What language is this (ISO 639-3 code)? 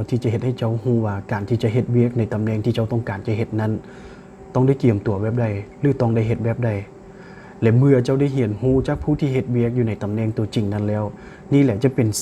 lao